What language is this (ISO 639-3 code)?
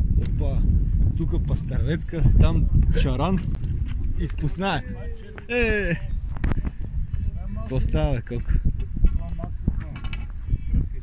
bul